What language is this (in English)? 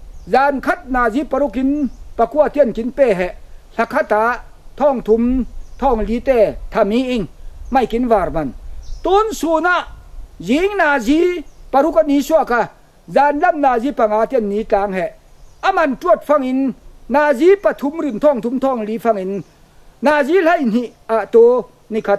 Falam Chin